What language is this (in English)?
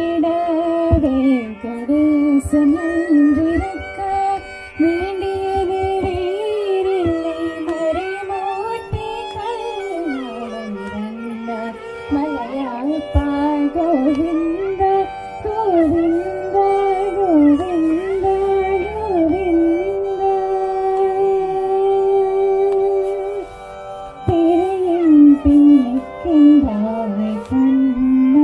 Tamil